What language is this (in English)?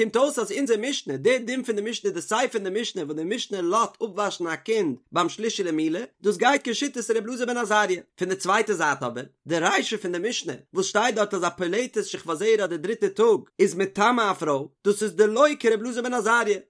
Yiddish